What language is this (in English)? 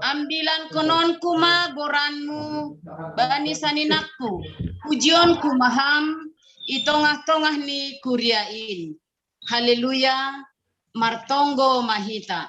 Batak Simalungun